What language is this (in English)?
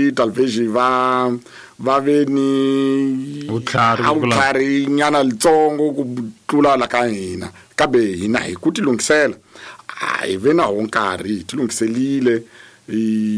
Tsonga